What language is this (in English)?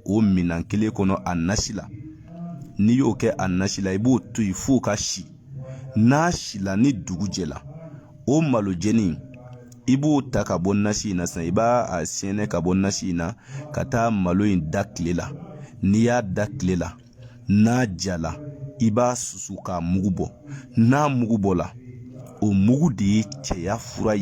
Bambara